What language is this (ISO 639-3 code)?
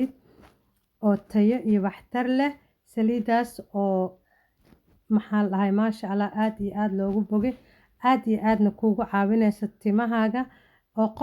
som